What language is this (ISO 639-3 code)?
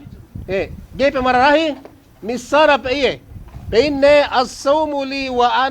yka